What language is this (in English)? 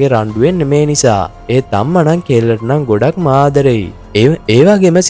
Sinhala